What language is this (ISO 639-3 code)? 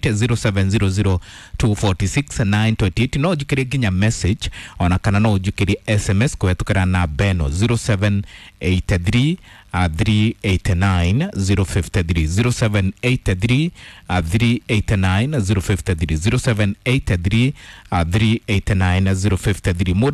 kik